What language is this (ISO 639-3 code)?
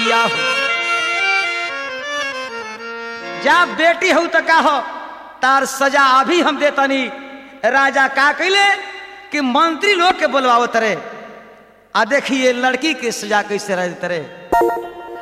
bho